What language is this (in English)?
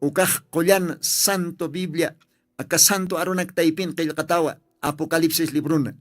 Aymara